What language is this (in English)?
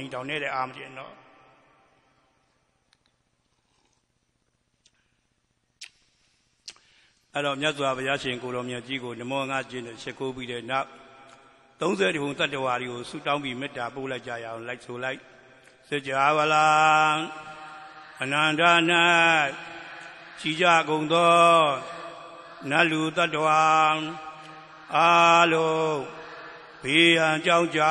Burmese